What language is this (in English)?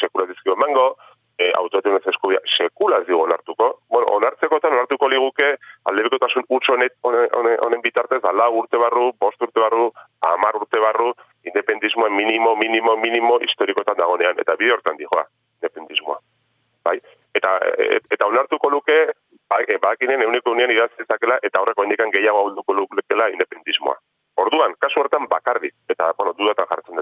Basque